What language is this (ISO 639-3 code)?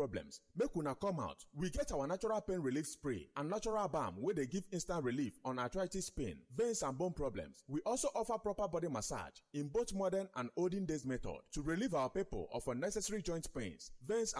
pcm